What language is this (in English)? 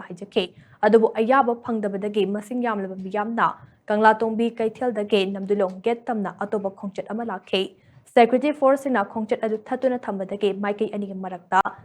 Manipuri